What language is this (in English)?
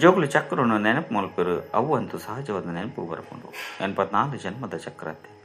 Tulu